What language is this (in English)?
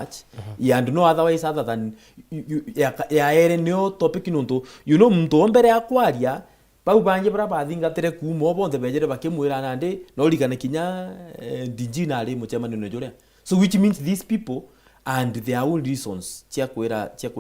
Meru